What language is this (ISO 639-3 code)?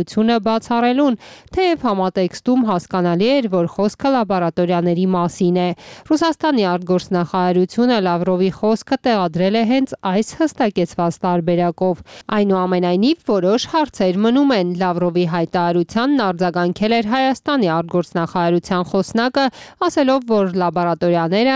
hye